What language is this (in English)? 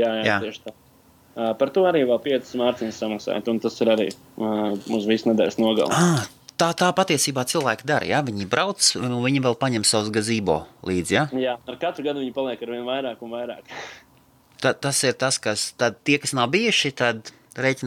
Latvian